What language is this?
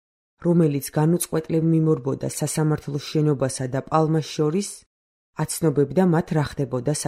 Georgian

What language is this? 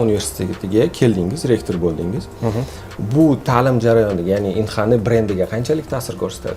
Uzbek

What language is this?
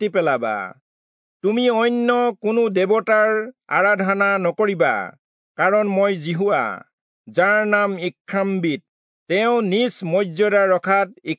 Assamese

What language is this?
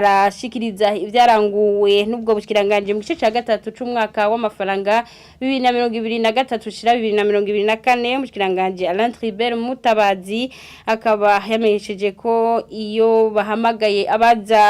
Rundi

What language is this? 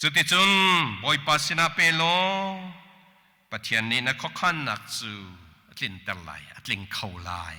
Hakha Chin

